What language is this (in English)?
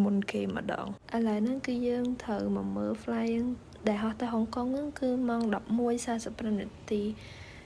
Khmer